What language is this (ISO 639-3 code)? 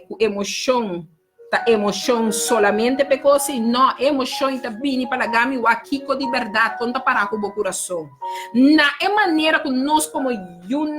pap